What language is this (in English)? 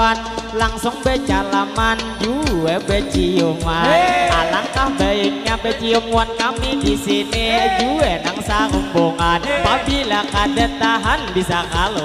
Banjar